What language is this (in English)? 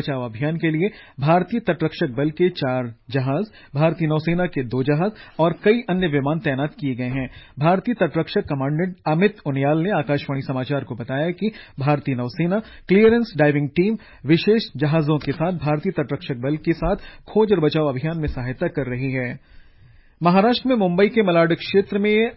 Hindi